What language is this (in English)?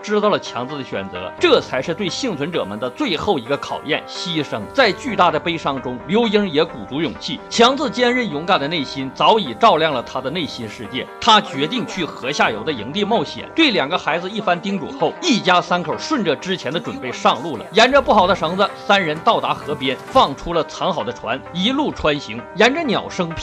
Chinese